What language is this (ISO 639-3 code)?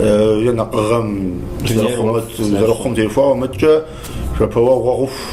kbd